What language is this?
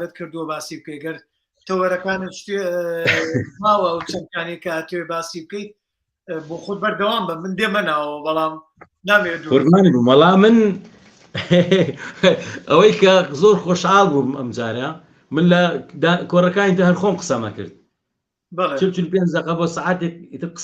Central Kurdish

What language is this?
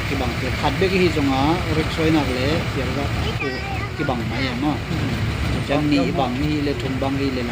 Tedim Chin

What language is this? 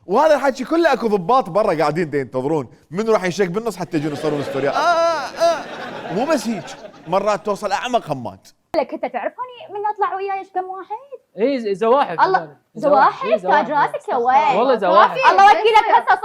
Mesopotamian Arabic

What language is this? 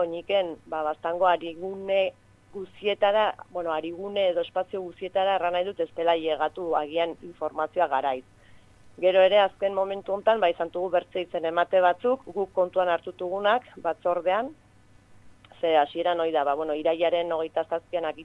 Basque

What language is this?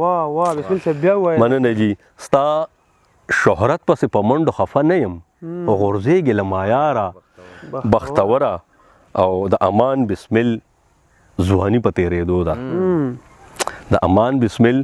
Pashto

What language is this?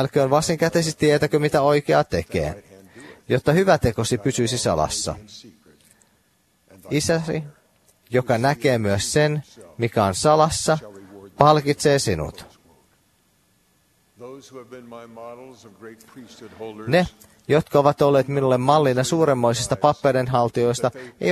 Finnish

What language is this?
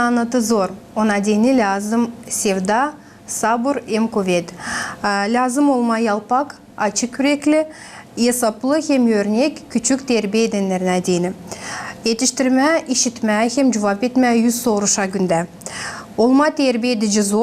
Gagauz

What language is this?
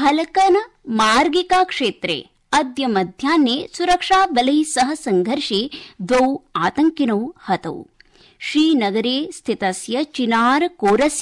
Sanskrit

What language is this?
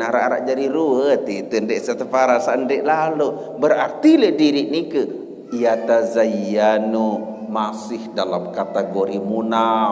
Sasak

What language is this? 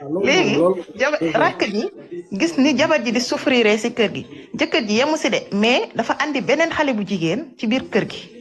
Wolof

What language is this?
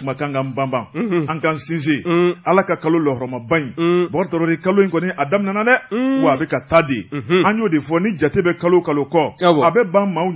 Bambara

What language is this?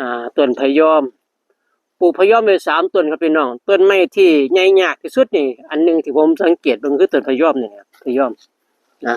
Northeastern Thai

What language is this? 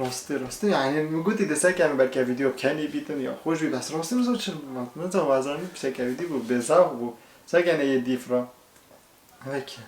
Kurdish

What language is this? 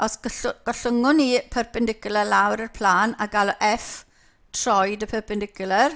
Welsh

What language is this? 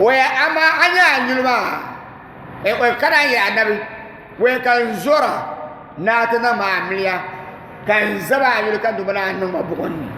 Dagbani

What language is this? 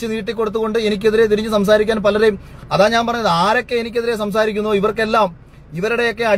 Malayalam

